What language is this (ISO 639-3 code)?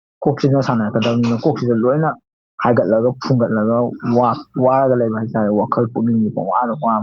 mni